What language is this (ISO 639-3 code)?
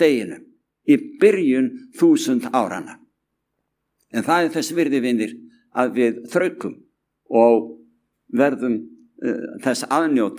isl